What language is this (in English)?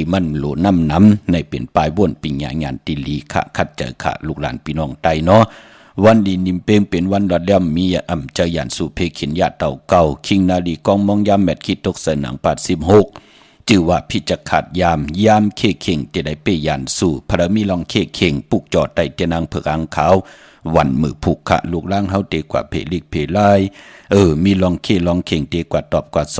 Shan